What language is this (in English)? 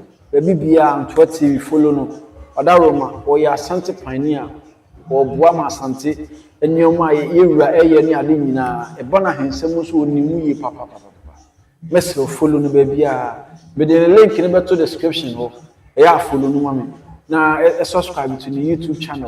Akan